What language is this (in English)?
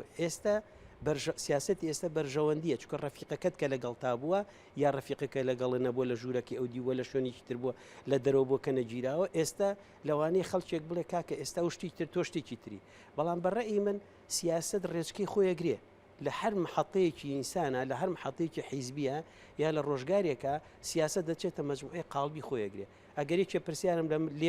Central Kurdish